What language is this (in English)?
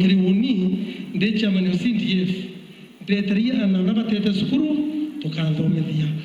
Meru